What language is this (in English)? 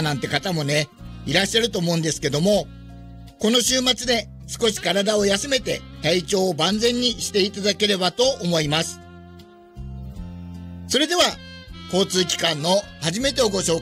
Japanese